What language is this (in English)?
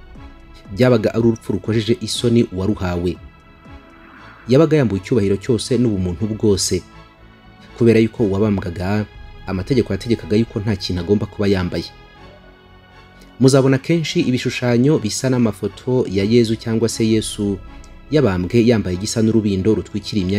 Kinyarwanda